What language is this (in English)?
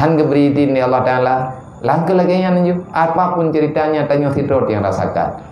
Achinese